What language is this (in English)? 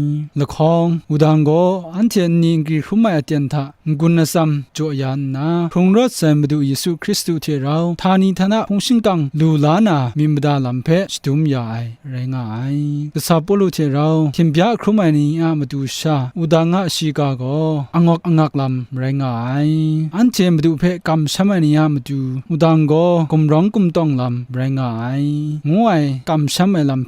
Kachin